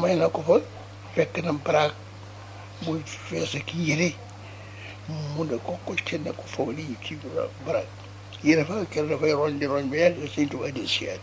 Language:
Wolof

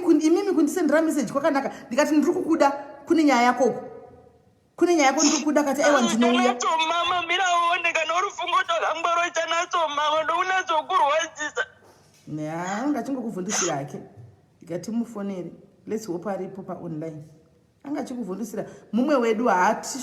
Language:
Shona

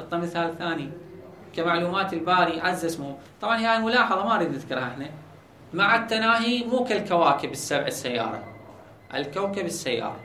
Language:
Mesopotamian Arabic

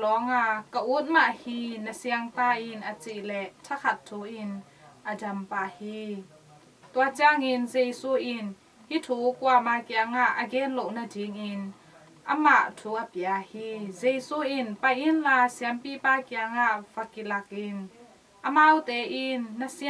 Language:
Tedim Chin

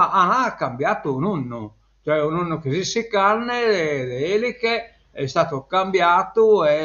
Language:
Sardinian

